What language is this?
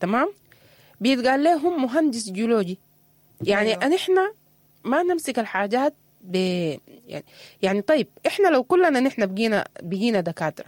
Sudanese Arabic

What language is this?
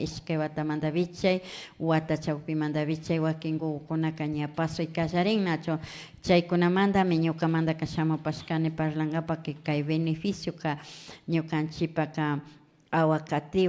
Imbabura Highland Quichua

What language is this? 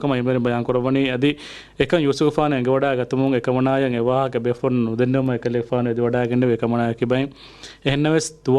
Divehi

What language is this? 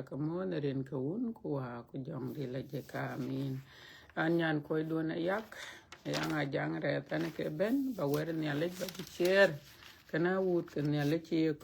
Dinka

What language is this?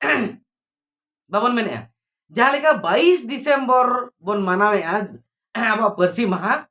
Santali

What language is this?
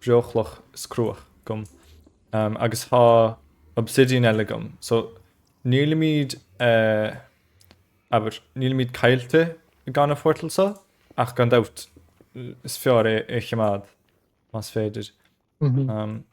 Irish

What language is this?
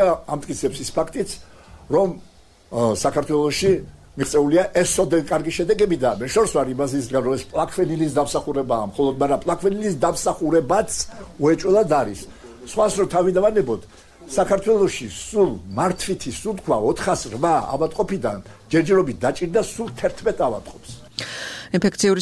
Georgian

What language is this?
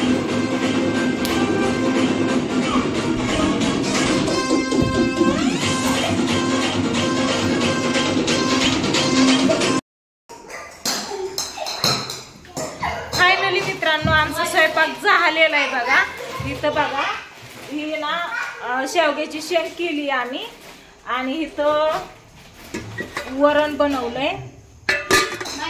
Marathi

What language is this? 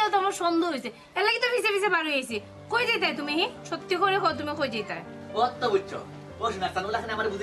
Sylheti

